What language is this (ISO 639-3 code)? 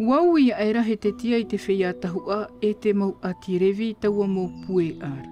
tah